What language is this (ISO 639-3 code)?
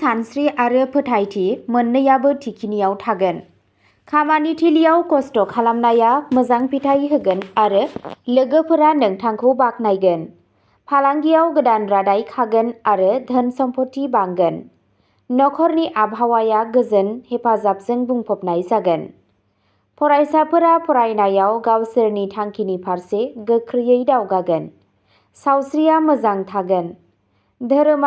brx